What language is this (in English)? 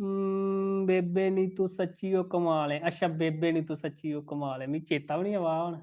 Dogri